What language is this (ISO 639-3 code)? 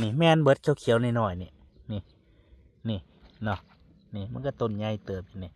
tts